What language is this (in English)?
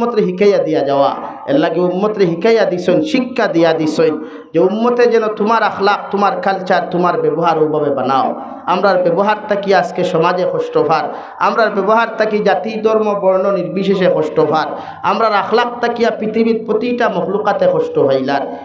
Sylheti